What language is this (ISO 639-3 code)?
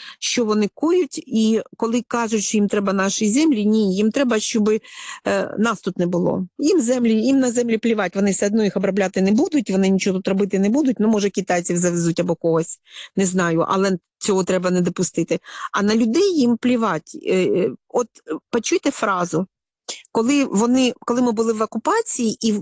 ukr